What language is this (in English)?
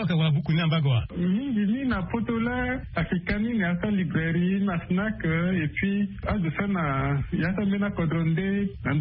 Sango